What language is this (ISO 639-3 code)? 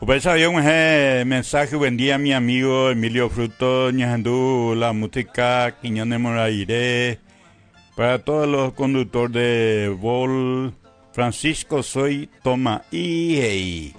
grn